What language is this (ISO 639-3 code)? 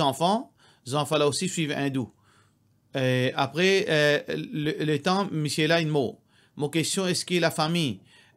mfe